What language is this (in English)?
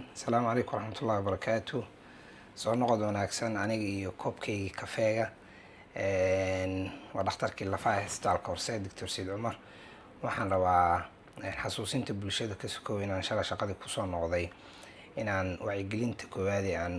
Somali